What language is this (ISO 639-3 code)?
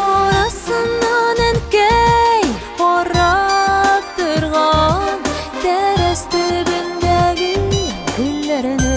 tat